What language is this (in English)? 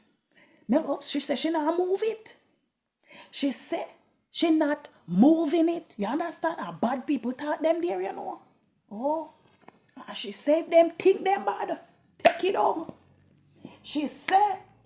Jamaican Creole English